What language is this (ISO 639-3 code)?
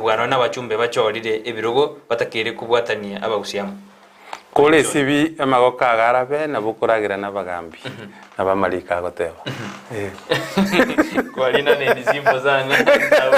guz